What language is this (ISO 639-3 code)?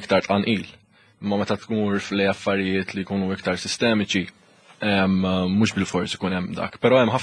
mlt